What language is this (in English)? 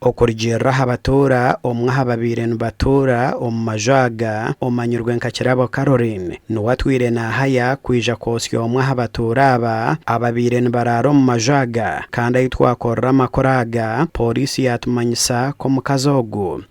Nyankole